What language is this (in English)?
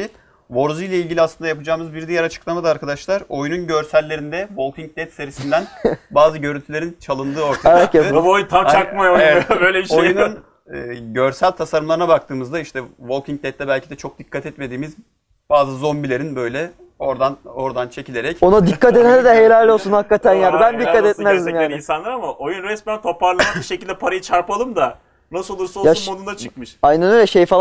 Turkish